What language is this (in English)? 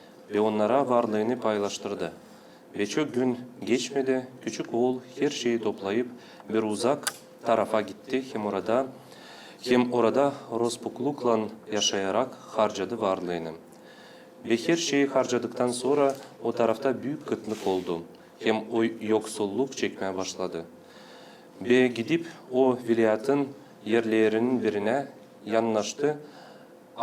Gagauz